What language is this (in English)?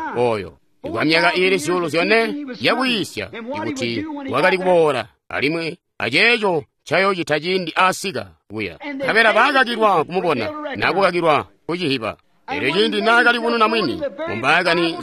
Tonga (Zambia)